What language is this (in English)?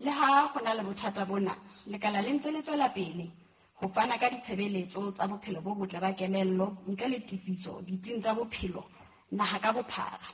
Southern Sotho